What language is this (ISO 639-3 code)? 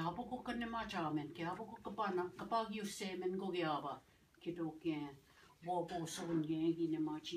oji